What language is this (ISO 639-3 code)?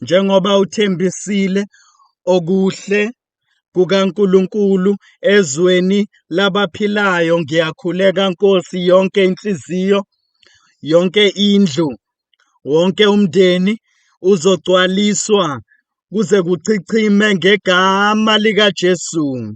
zul